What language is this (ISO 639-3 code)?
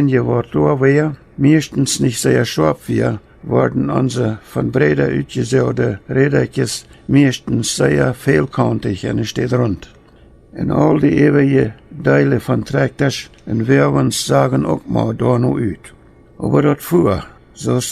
pdt